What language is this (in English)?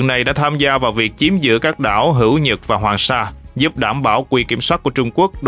Vietnamese